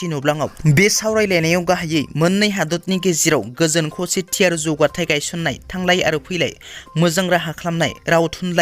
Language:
Bodo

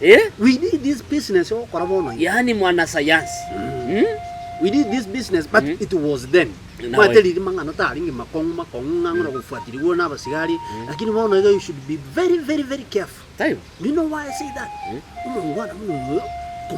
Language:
Gusii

